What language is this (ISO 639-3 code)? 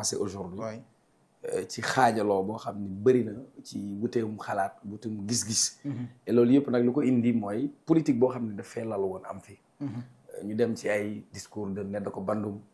wol